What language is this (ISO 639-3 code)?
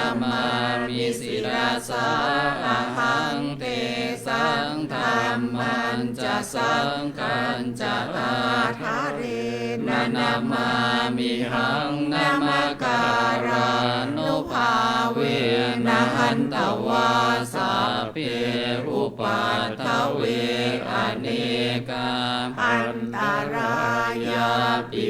pli